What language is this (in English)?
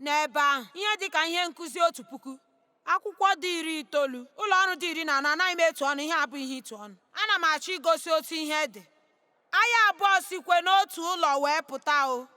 Igbo